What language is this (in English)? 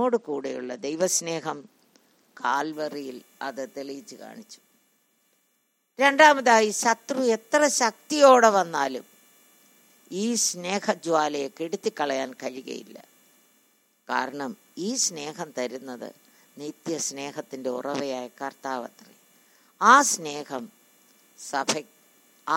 Malayalam